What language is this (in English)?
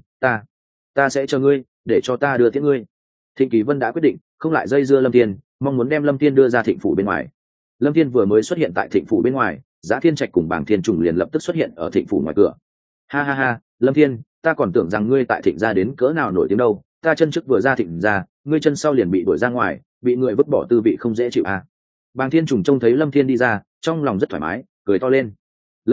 Vietnamese